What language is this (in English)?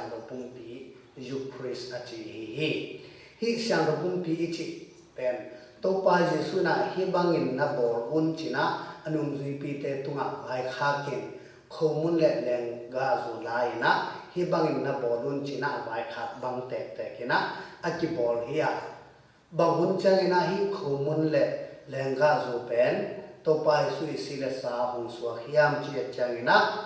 Tedim Chin